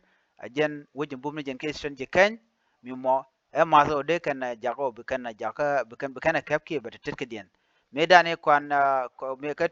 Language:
Nuer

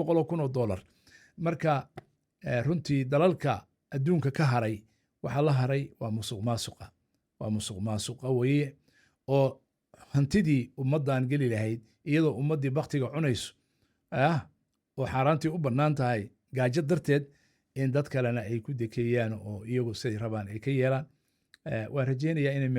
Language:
Somali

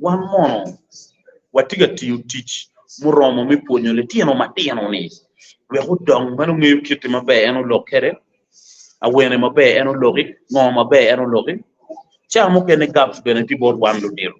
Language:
Acoli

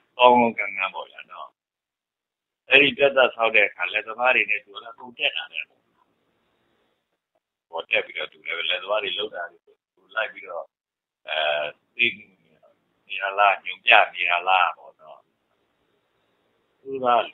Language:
Burmese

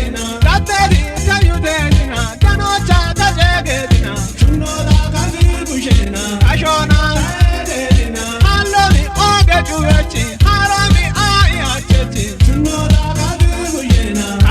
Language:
Kafa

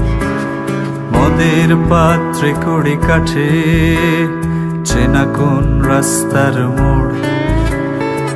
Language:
Bangla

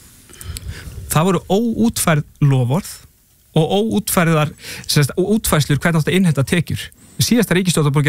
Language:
Icelandic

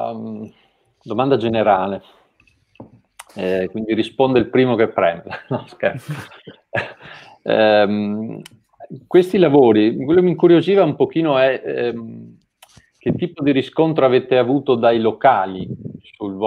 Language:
Italian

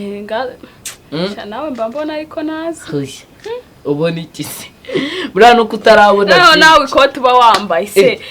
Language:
Kinyarwanda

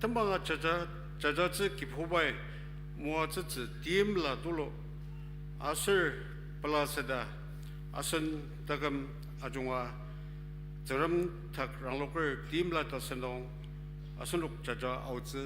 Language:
Ao Naga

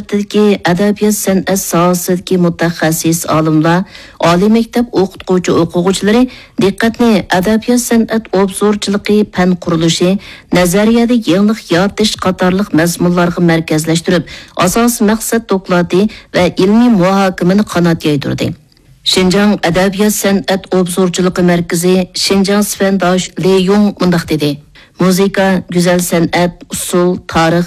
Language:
Uyghur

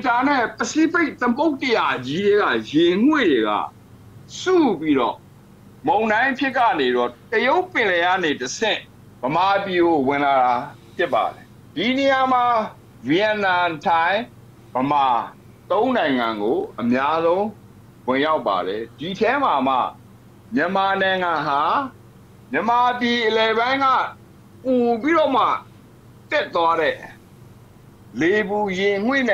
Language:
Burmese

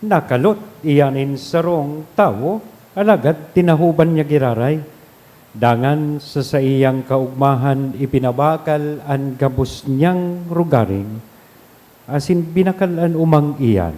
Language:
Bikol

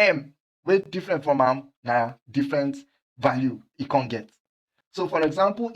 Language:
Nigerian Pidgin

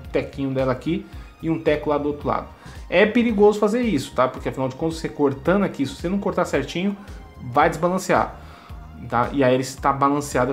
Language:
Portuguese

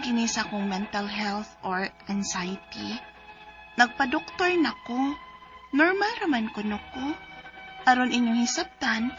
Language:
Cebuano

